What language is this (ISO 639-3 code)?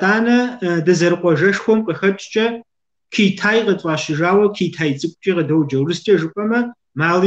kbd